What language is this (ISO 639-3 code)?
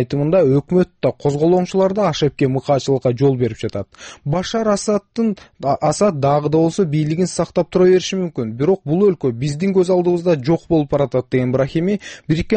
kir